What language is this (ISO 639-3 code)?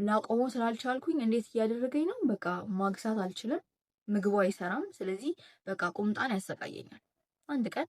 amh